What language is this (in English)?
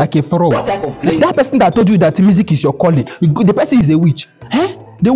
Nigerian Pidgin